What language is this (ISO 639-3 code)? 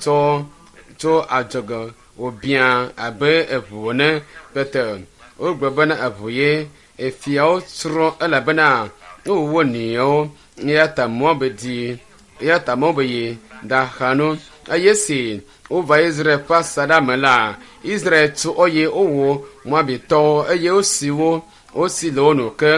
ewe